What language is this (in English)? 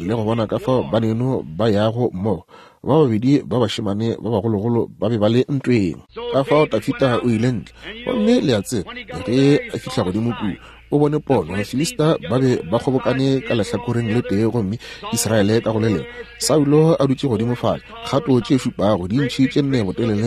Northern Sotho